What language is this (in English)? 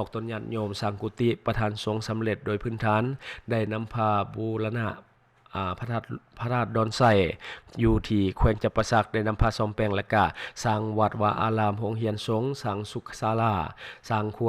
Lao